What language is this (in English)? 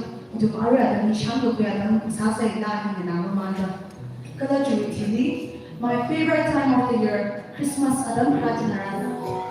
Tangkhul Naga (India)